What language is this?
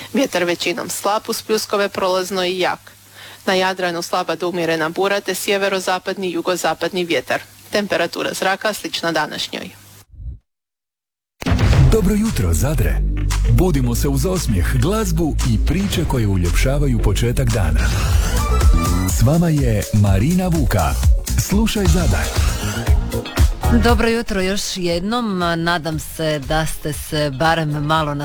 Croatian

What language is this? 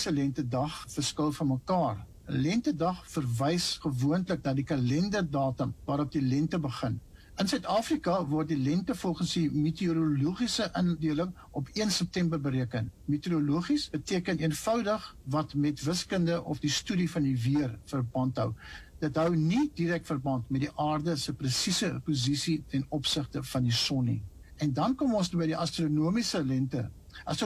Afrikaans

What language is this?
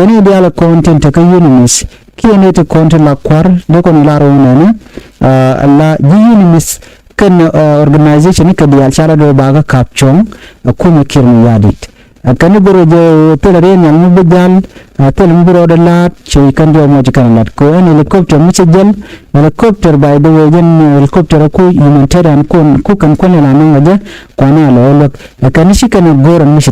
Nuer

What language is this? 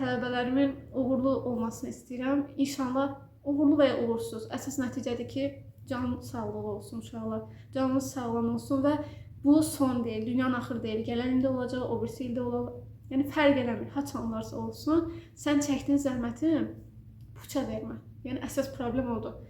Azerbaijani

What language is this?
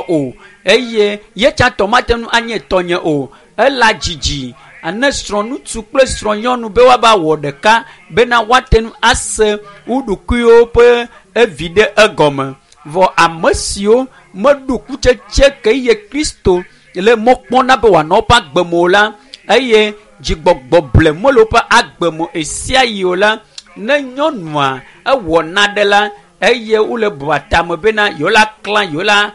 Ewe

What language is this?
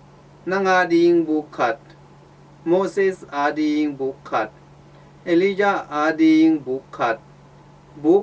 Tedim Chin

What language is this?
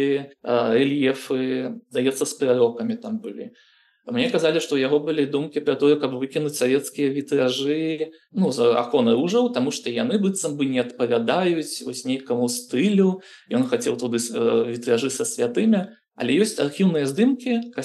Belarusian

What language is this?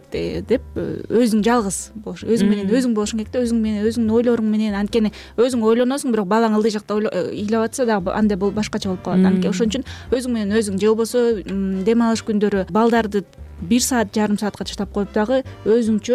Kyrgyz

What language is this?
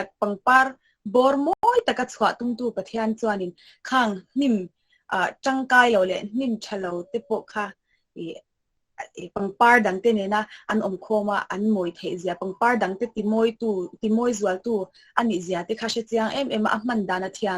Mizo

